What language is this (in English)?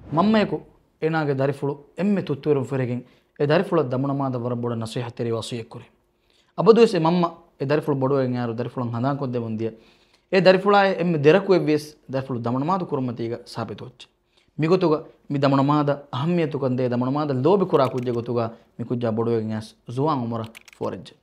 Divehi